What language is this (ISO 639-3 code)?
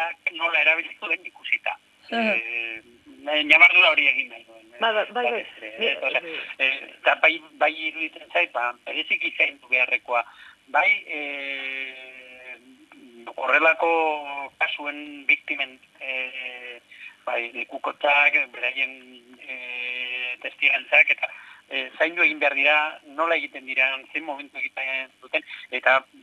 eus